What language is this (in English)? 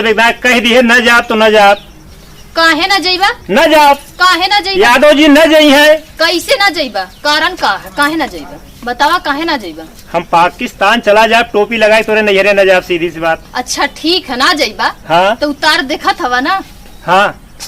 Awadhi